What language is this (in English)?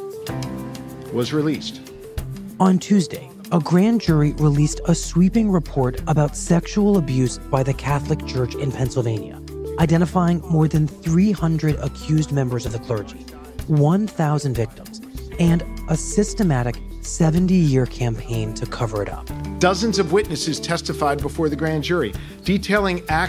English